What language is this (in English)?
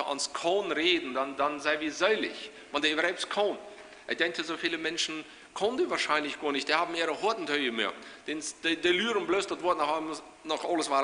Plautdietsch